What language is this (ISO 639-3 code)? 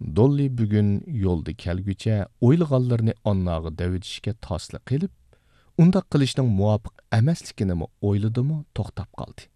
uig